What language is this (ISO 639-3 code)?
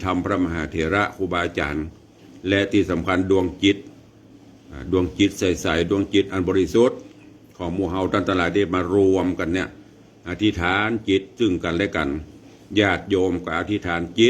nod